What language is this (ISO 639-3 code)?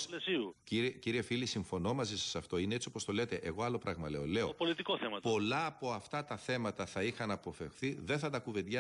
ell